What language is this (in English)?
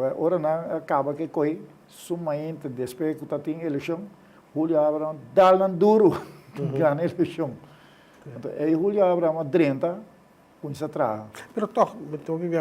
Papiamento